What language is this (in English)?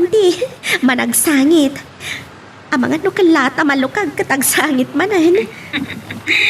Iloko